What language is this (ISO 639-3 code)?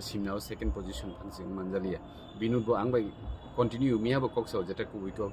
trp